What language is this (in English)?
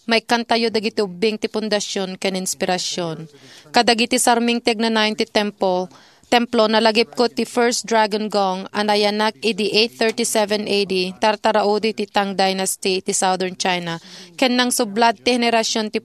Iloko